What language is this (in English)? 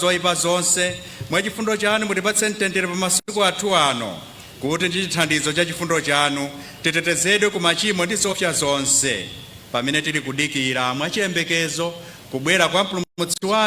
Nyanja